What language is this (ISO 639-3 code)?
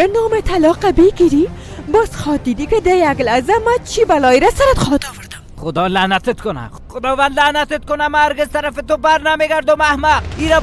fas